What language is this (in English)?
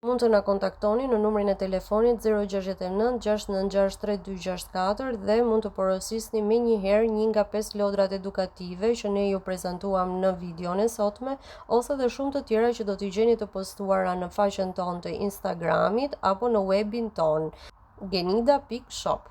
Albanian